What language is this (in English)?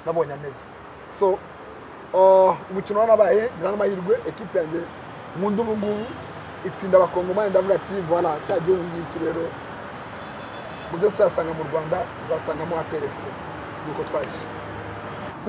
Kinyarwanda